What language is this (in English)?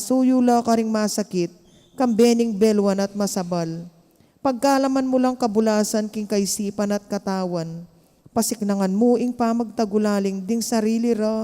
Pampanga